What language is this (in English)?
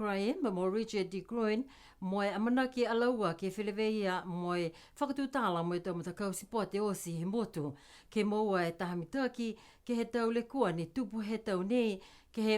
Niuean